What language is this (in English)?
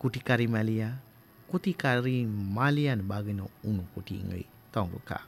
Kok Borok